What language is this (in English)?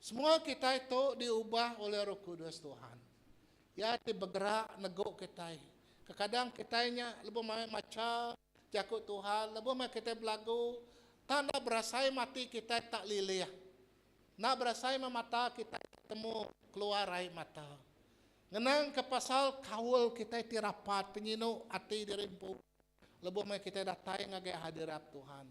Iban